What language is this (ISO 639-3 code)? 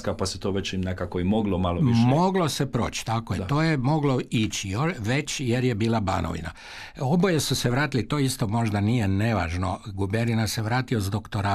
hrv